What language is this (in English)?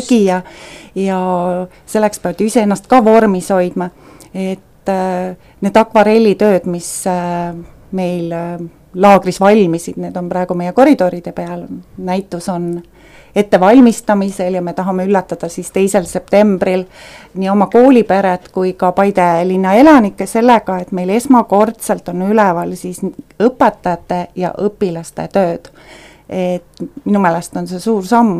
Estonian